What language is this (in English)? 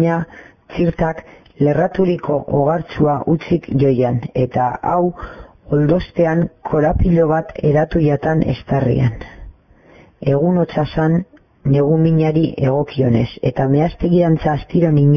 Basque